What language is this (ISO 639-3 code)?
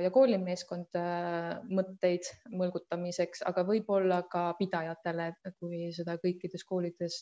est